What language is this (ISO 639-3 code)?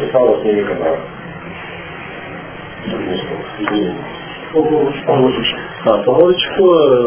rus